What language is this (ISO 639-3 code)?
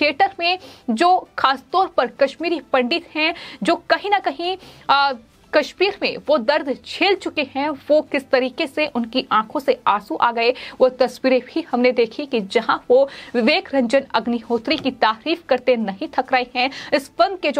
hin